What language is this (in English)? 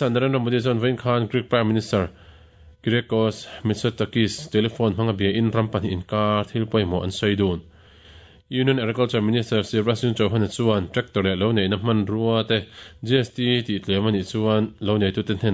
Mizo